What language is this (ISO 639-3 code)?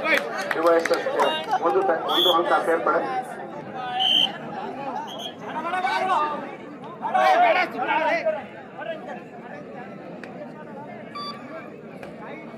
kan